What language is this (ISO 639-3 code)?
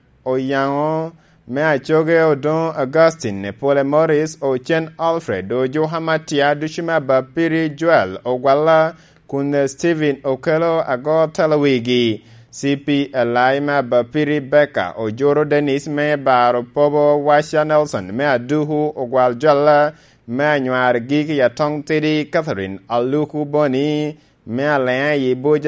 laj